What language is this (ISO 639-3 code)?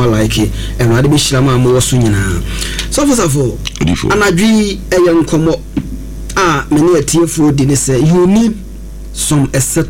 aka